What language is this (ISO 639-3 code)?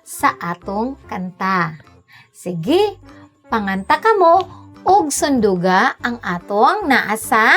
ceb